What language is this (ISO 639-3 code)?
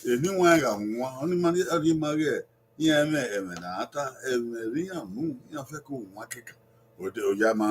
bin